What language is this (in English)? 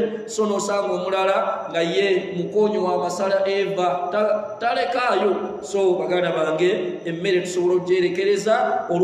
Ganda